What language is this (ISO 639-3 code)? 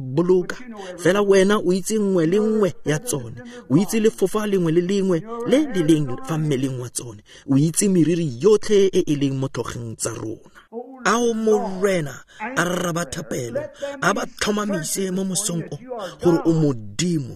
tsn